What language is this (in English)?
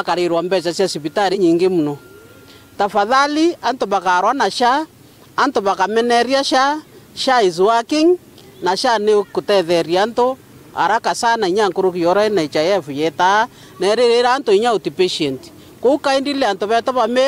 Meru